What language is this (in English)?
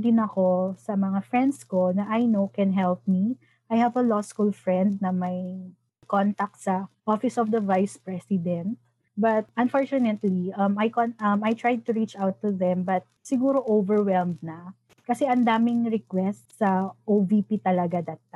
Filipino